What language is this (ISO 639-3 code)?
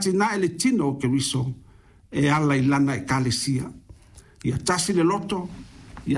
smo